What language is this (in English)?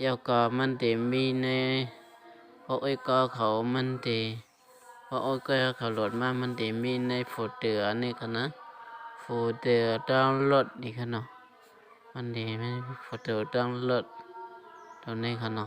Shan